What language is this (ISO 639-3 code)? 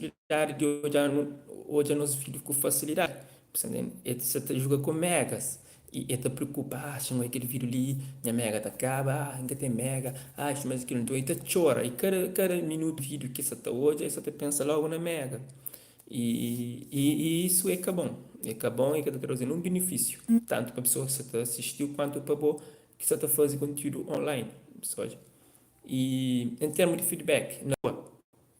kea